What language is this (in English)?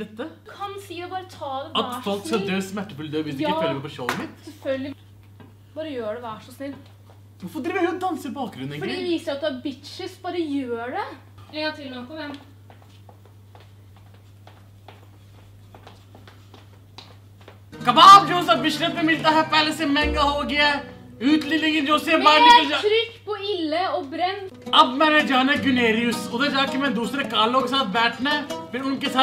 Norwegian